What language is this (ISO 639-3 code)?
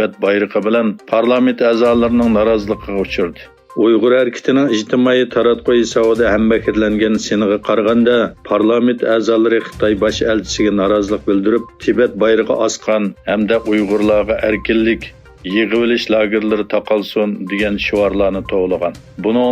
uig